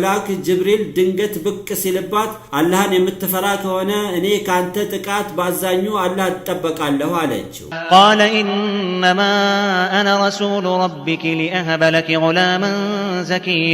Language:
Amharic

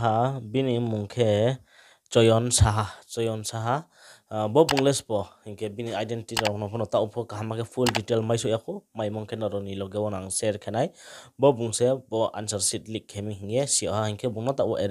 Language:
Riang (India)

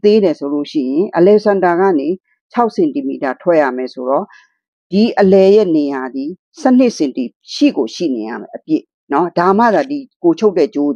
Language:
Burmese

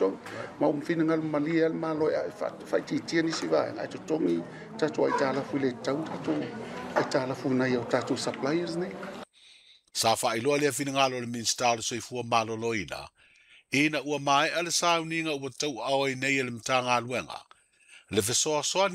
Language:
Samoan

